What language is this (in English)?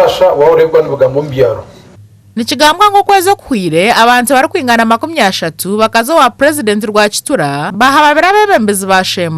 Nyankole